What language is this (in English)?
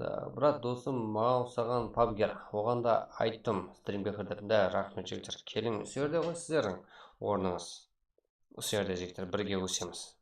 Kara-Kalpak